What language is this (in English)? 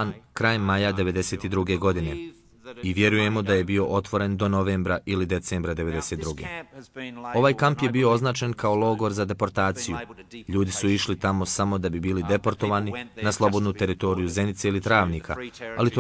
Bosnian